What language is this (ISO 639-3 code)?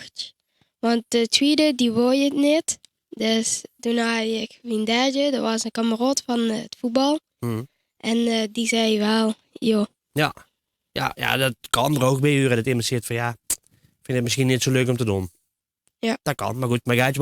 lim